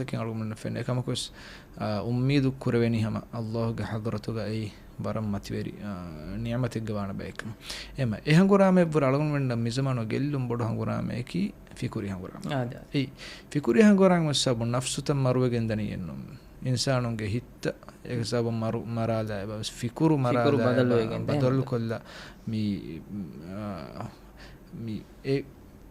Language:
Divehi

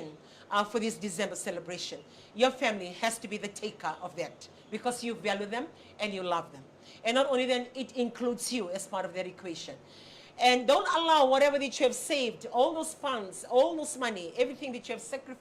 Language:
Fijian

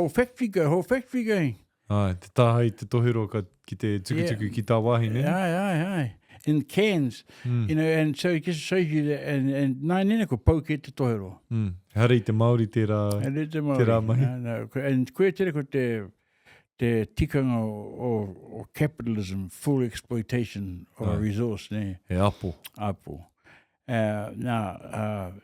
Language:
Māori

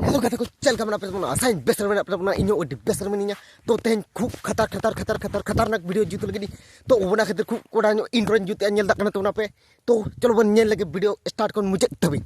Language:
Santali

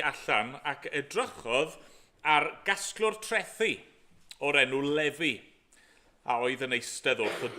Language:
Welsh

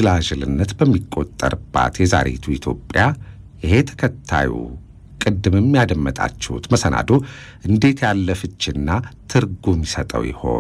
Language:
Amharic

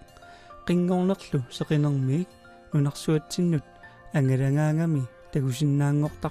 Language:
Kalaallisut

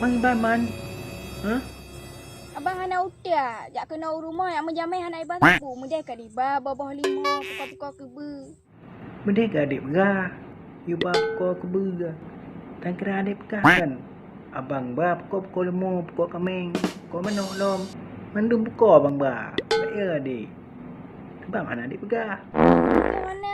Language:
Achinese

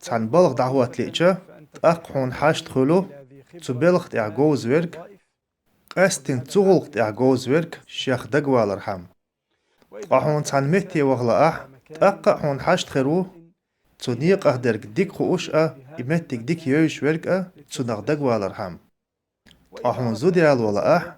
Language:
Chechen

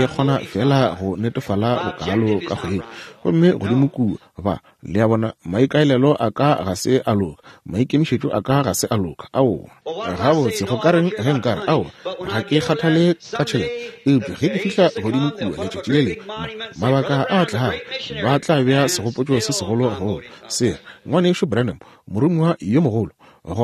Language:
Northern Sotho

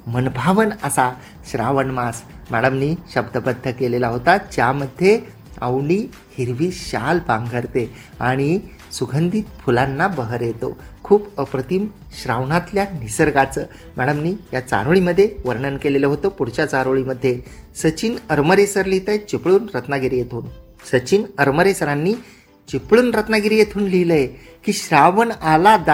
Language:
Marathi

